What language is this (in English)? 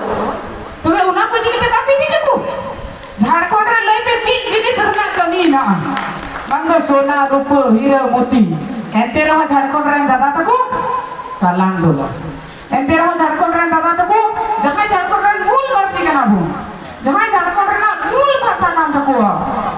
Santali